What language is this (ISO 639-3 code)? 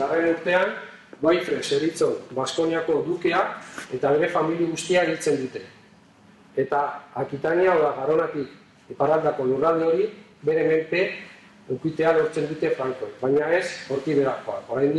eus